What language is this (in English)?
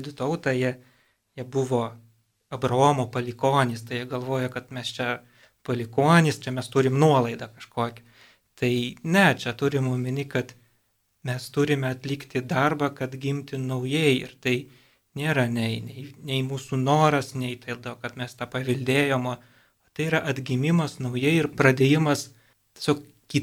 Lithuanian